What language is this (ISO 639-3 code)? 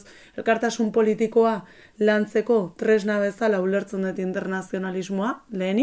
eus